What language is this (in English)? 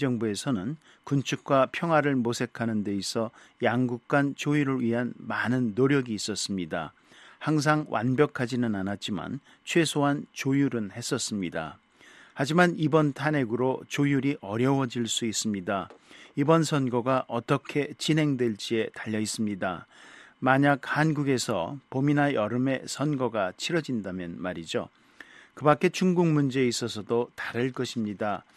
Korean